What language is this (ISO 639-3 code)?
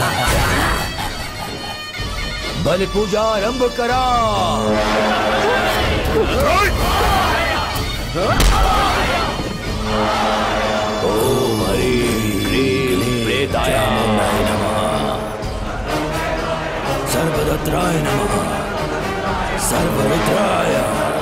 bho